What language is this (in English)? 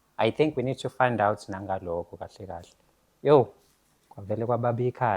Zulu